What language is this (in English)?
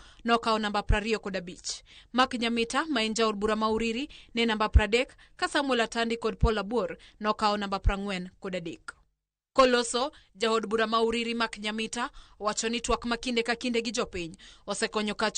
Luo (Kenya and Tanzania)